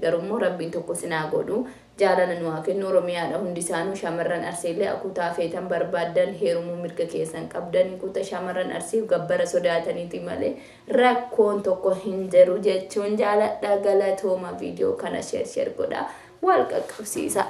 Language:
Oromo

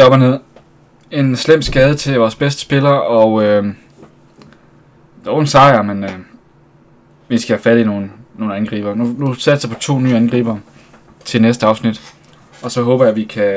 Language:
Danish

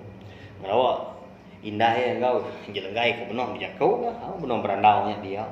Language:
Iban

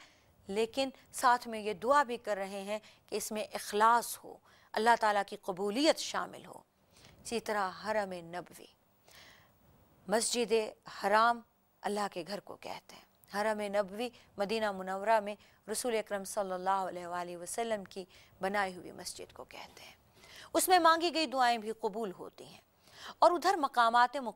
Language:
Urdu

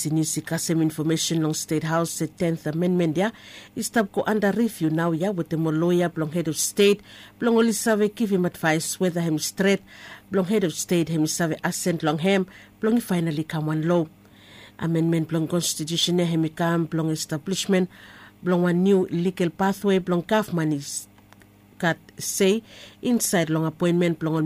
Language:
Bislama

